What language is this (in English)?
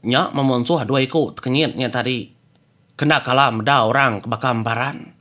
Iban